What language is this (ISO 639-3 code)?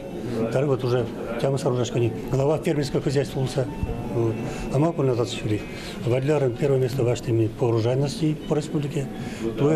udm